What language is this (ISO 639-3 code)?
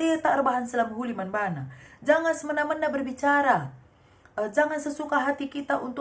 btx